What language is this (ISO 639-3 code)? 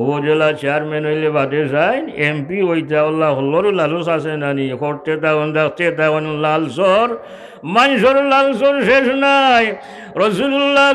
syl